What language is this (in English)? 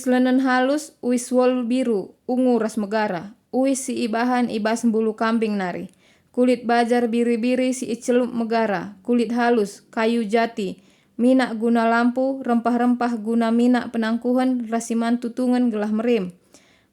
Batak Karo